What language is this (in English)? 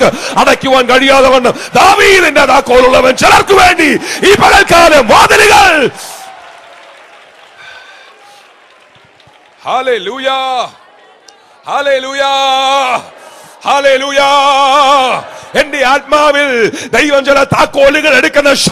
Malayalam